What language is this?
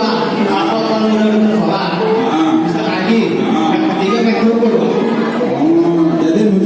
Betawi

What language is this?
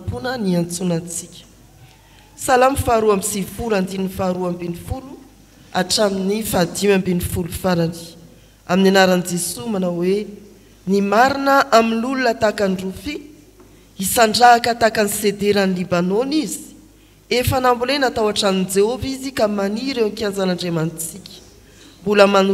Malagasy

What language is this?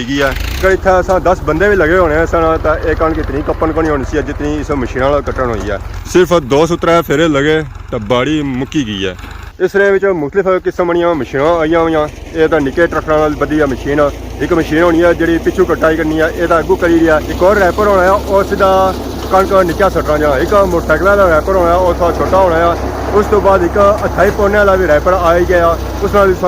Pahari-Potwari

